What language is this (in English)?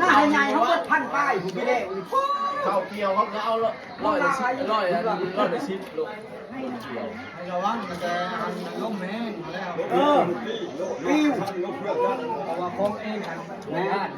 Lao